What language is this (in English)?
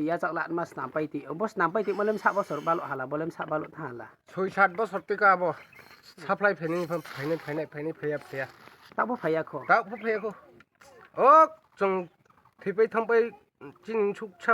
Riang (India)